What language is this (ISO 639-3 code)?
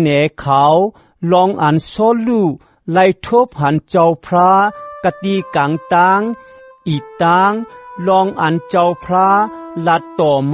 shn